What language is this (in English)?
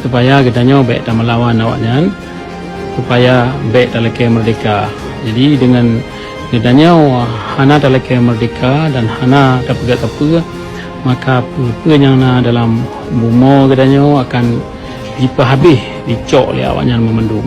Achinese